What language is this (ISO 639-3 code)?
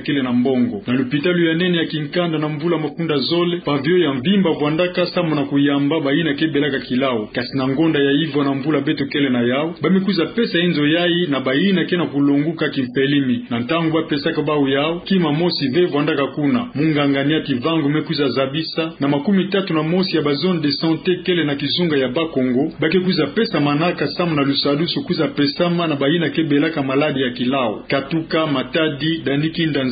ktu